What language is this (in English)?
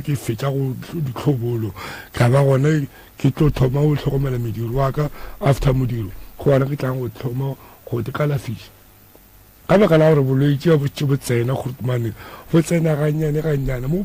Northern Sotho